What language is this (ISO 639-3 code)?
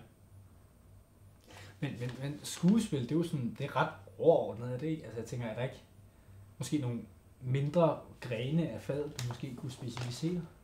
dan